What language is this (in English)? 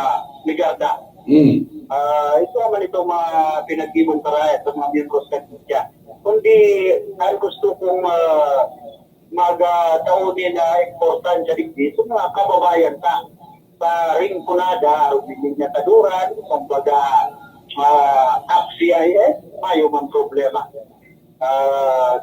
Bikol